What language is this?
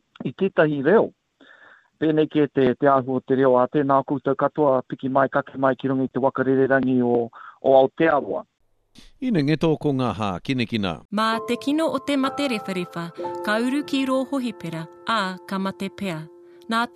Māori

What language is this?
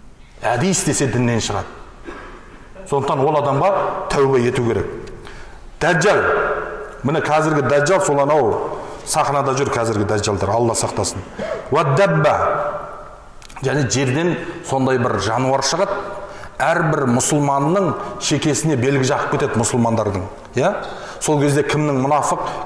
Kazakh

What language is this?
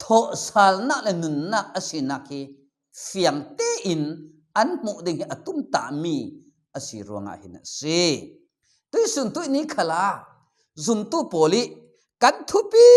Falam Chin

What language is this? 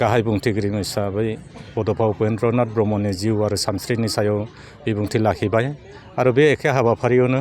Bodo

